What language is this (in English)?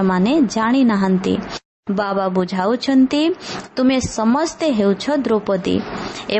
Odia